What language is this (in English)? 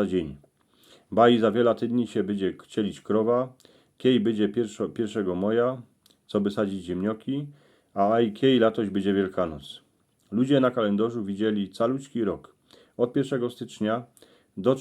Silesian